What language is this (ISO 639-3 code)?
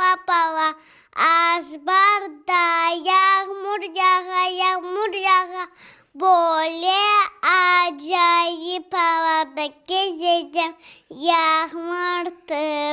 crh